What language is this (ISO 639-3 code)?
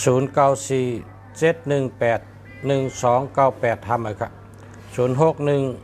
shn